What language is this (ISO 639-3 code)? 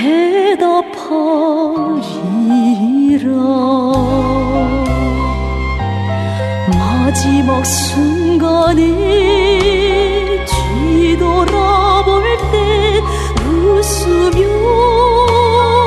kor